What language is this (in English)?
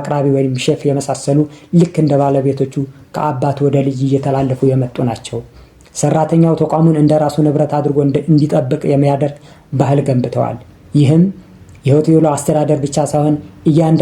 Amharic